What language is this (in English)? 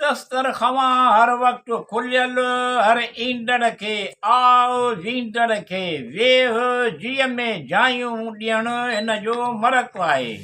Sindhi